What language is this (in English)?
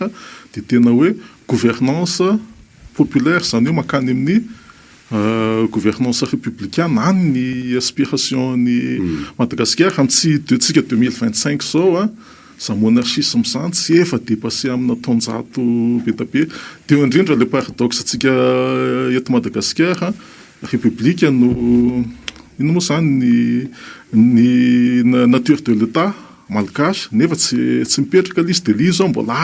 Malagasy